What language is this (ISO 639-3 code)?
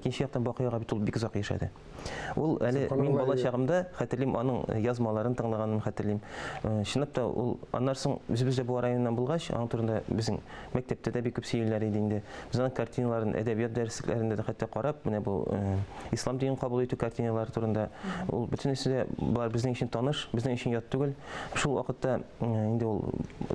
tat